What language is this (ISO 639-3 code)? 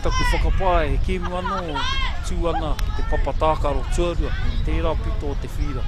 mri